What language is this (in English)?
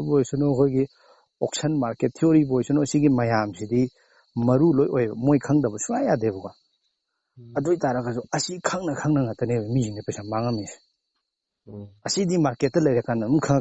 Manipuri